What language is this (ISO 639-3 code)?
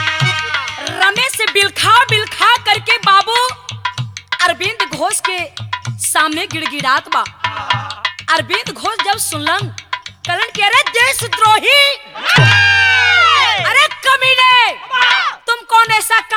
bho